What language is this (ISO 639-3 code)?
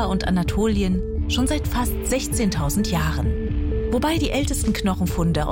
deu